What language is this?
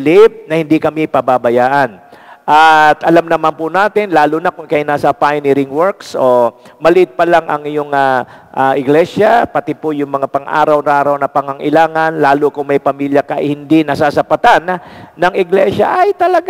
Filipino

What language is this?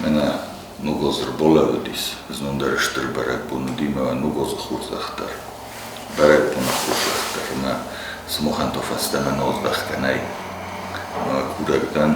Ossetic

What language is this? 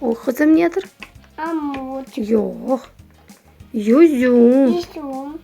Crimean Tatar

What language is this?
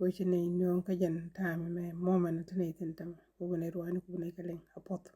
Nuer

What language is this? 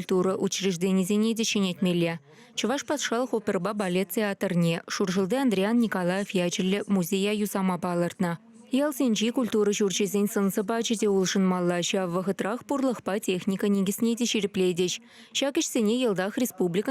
Chuvash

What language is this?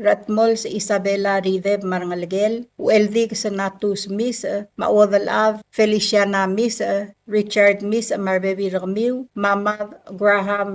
Palauan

